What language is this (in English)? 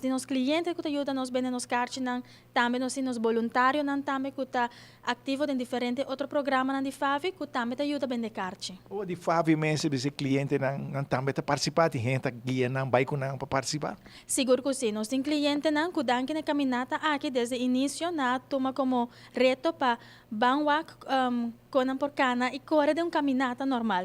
Papiamento